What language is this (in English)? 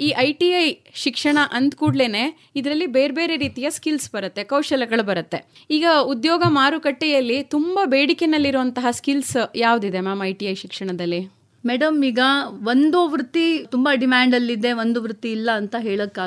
Kannada